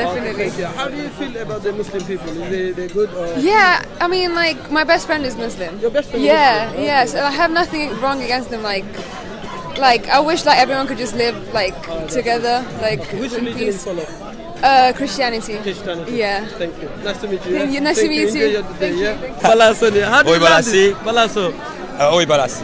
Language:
Sylheti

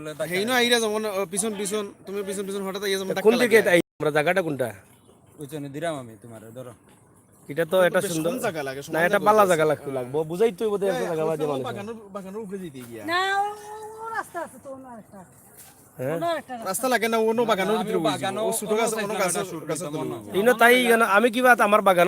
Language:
Sylheti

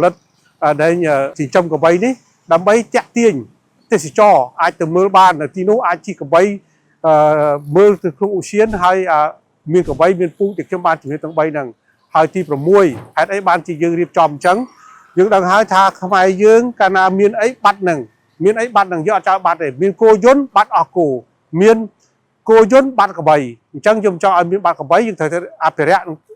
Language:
Khmer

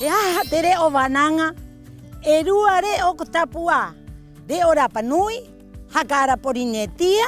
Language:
Rapanui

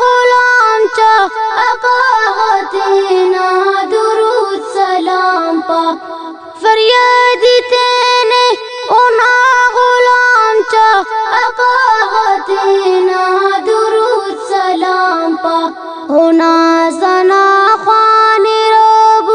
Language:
Brahui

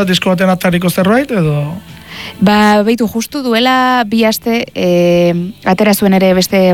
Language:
Basque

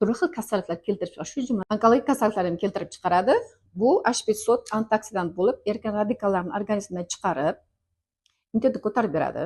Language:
Uzbek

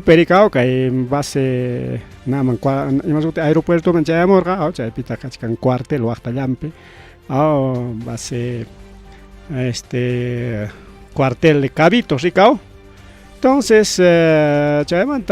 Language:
Ayacucho Quechua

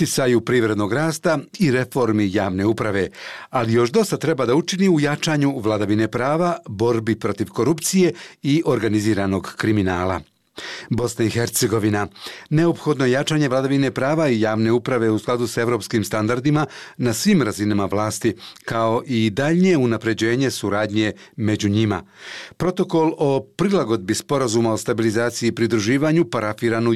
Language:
Bosnian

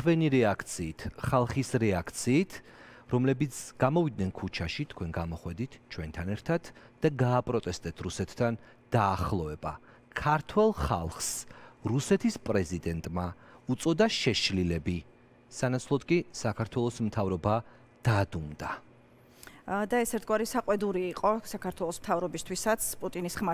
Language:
Georgian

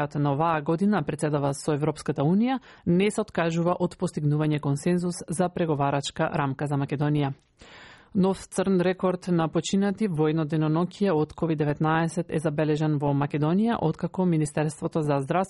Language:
Macedonian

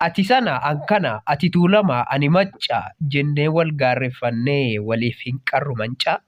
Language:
Oromo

